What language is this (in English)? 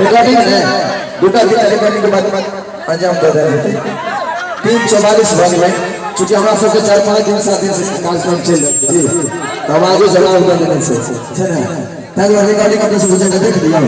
Maithili